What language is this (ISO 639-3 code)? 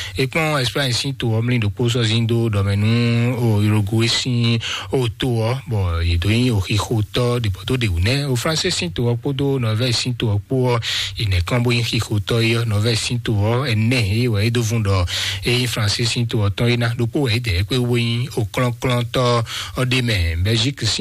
fon